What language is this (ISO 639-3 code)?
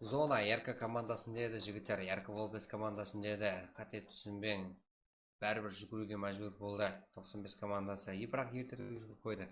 kaa